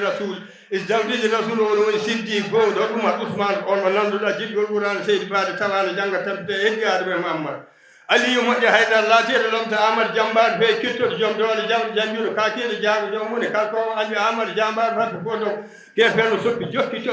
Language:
Fula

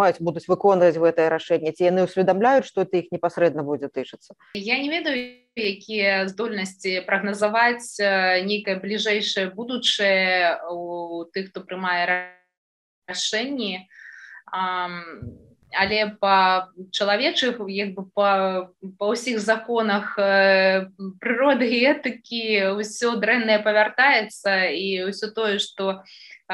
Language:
Belarusian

